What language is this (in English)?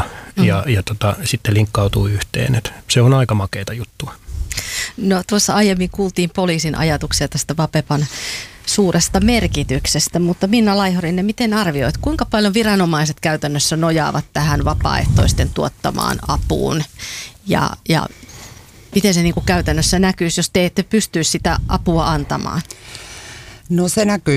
Finnish